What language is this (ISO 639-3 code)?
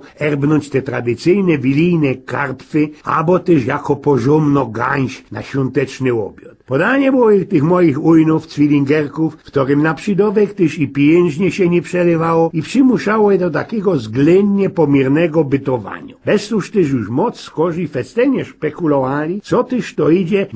szl